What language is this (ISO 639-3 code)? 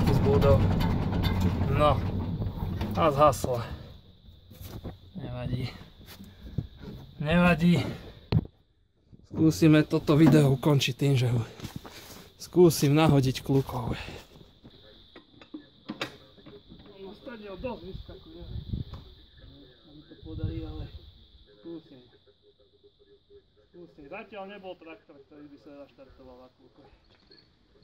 slk